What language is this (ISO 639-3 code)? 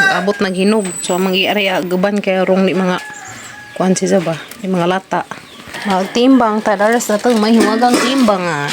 ceb